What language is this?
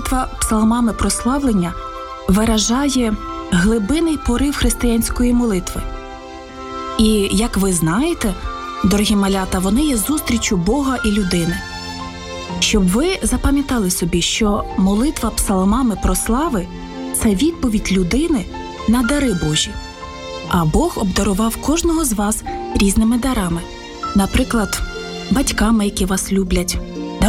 Ukrainian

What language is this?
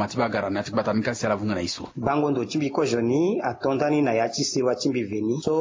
Sango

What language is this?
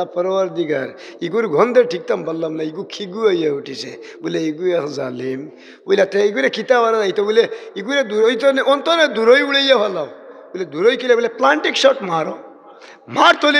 Sylheti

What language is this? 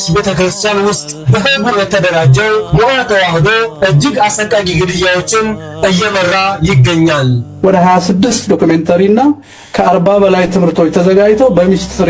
Amharic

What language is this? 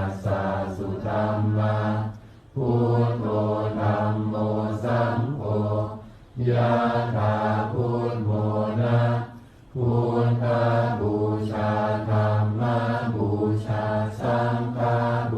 Pali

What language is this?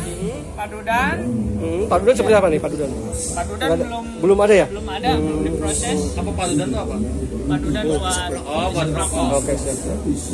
Indonesian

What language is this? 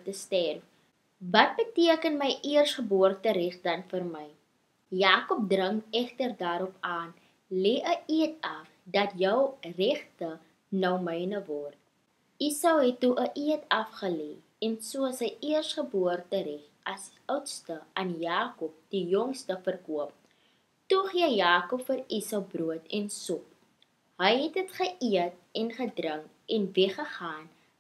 Afrikaans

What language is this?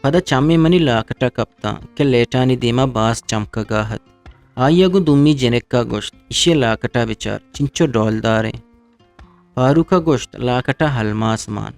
Eastern Balochi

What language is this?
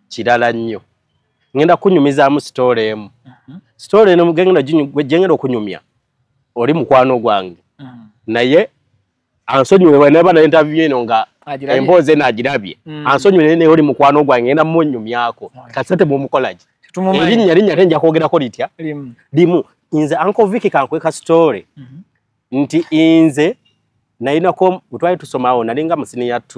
Ganda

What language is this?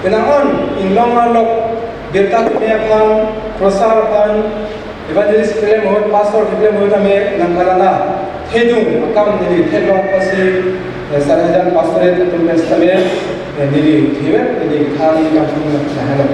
Karbi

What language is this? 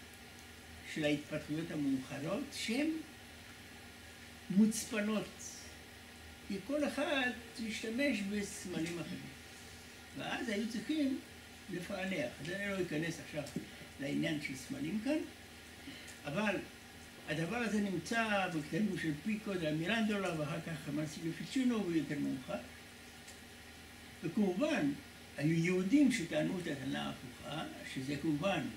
Hebrew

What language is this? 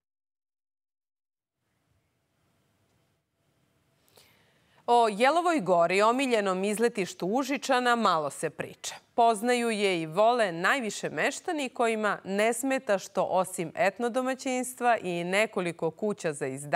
Serbian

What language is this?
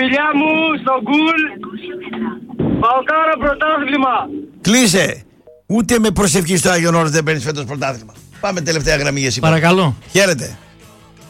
Greek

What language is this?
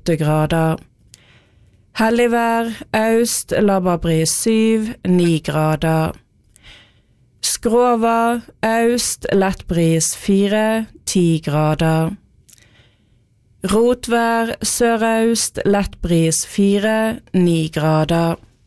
Norwegian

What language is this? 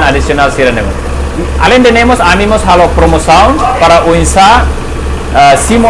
Tetum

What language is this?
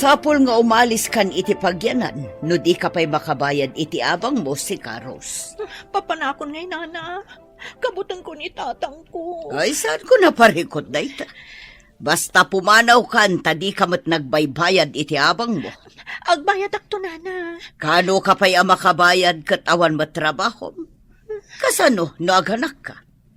Iloko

